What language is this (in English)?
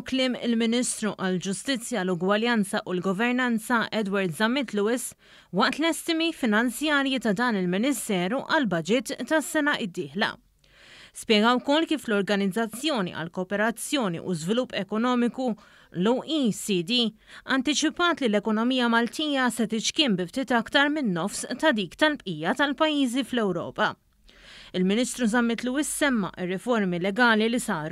Maltese